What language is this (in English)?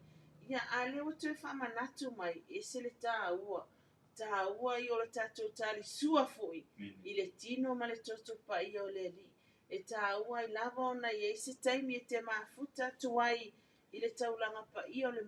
Samoan